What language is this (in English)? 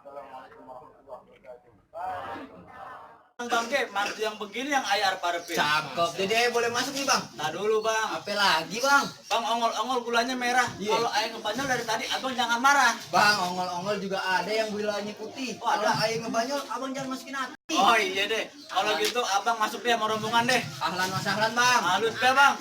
Betawi